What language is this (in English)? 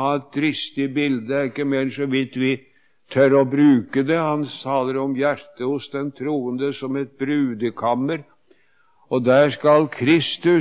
Norwegian